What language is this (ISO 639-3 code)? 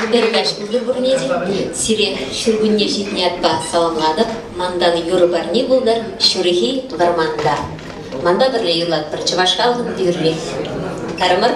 chv